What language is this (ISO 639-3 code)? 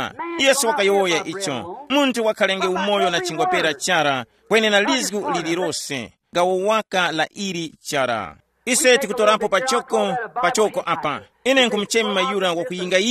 tum